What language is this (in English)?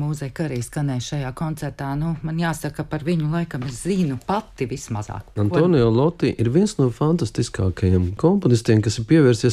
Latvian